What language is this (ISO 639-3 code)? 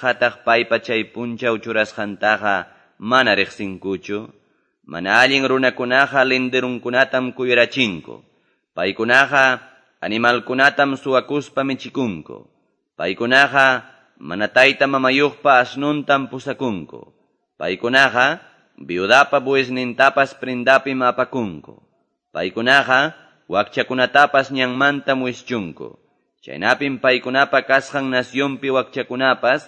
que